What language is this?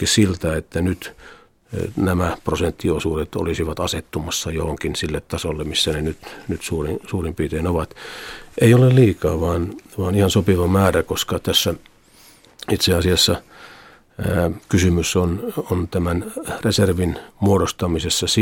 Finnish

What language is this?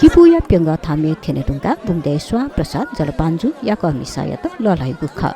Newari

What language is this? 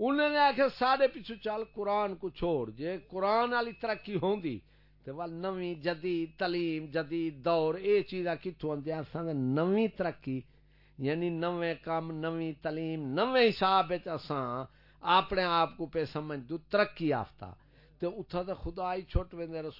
Saraiki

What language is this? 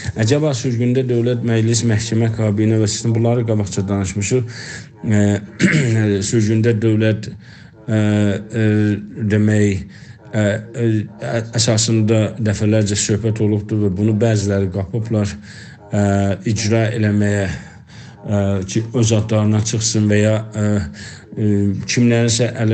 South Azerbaijani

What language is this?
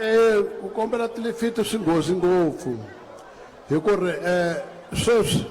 Tsonga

